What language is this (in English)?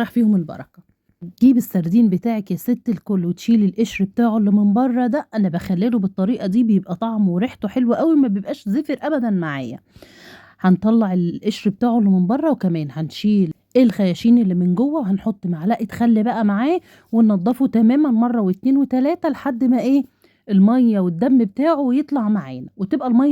Egyptian Arabic